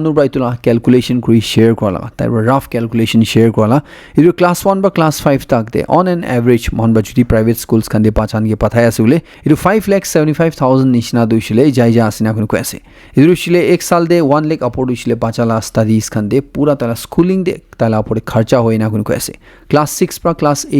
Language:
Naga Pidgin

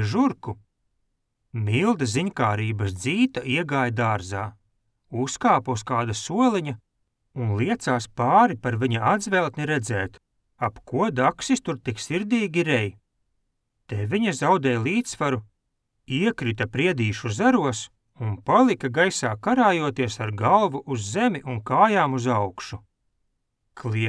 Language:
Latvian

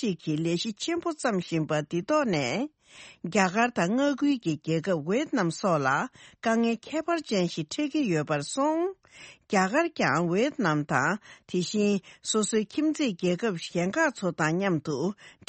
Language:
Tibetan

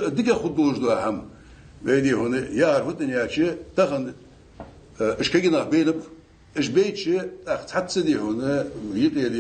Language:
Ingush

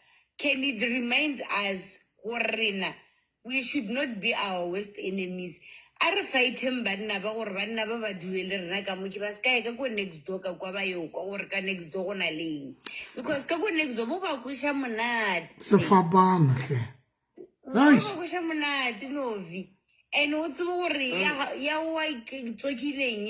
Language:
Southern Sotho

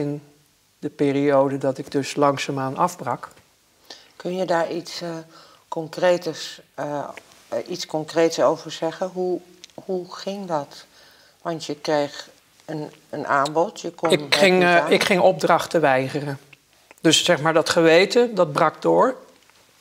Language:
Dutch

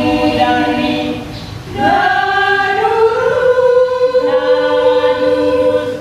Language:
Batak Toba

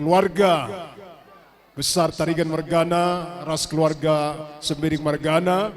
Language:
Batak Karo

